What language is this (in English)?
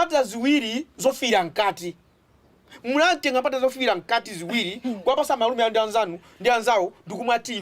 Nyanja